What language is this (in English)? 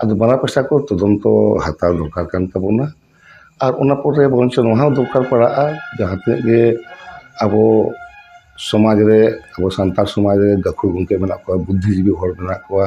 Santali